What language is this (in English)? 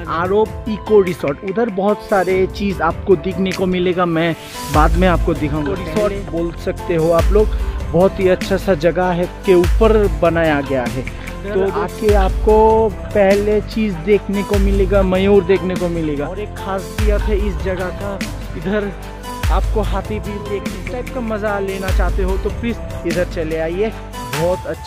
Hindi